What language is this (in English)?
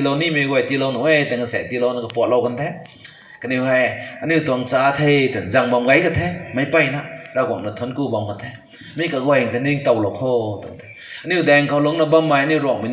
Rongmei Naga